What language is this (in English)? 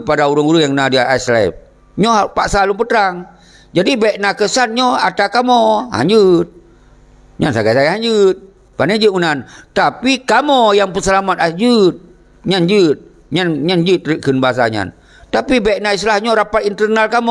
Achinese